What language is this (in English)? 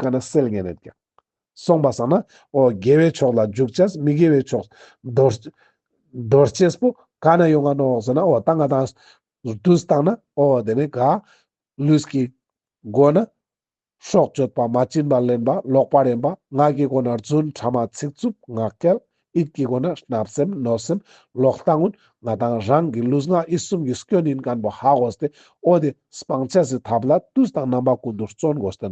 Ladakhi